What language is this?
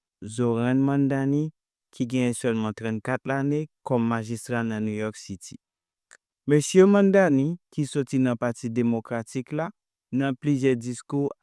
Haitian Creole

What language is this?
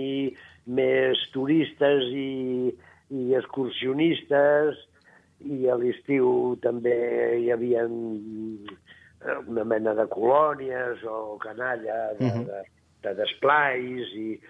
Catalan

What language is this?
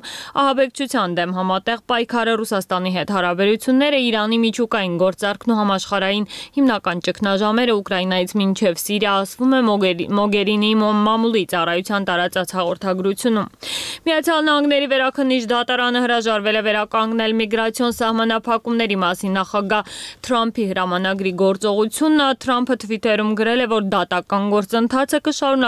Armenian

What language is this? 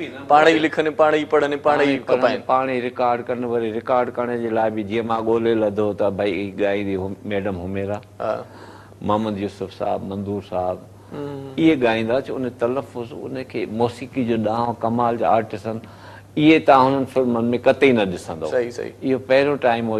Sindhi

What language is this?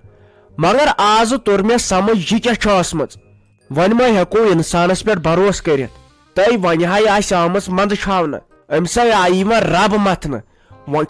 Kashmiri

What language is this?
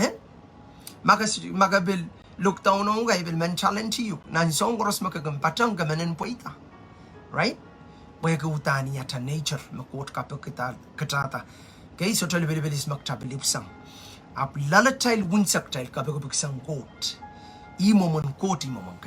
Pohnpeian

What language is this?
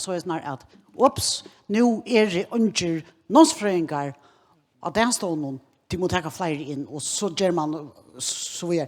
Faroese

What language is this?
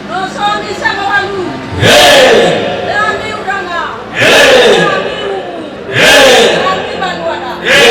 Nias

